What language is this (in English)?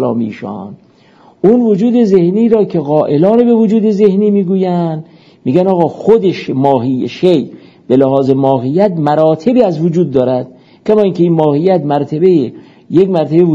Persian